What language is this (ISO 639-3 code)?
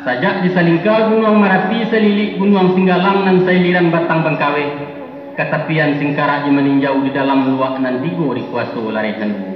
min